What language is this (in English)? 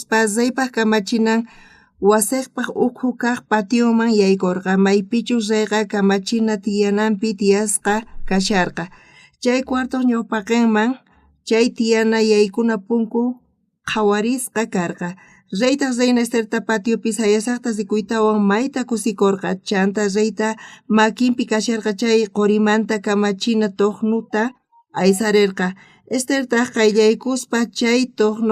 South Bolivian Quechua